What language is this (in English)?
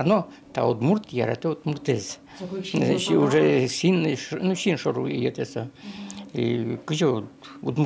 Udmurt